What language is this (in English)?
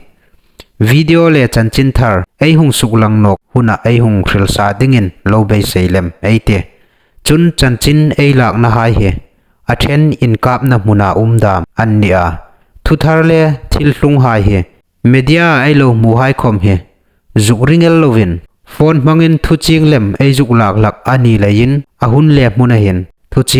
Hmar